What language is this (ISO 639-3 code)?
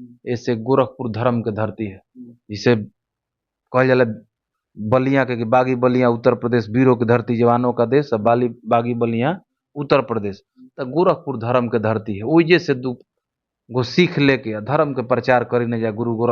bho